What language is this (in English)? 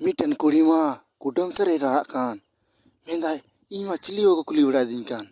Santali